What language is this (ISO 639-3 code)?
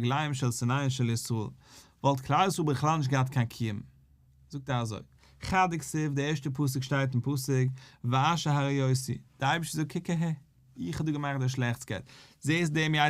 yid